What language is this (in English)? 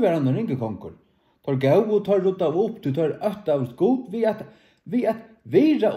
Faroese